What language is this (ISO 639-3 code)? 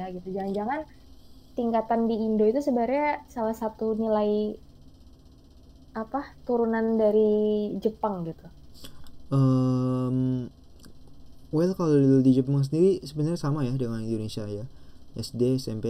ind